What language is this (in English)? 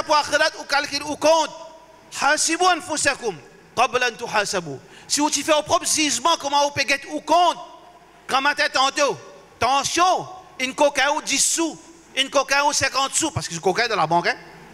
Morisyen